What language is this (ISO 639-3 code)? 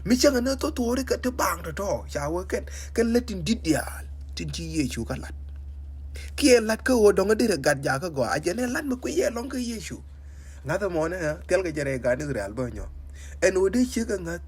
nus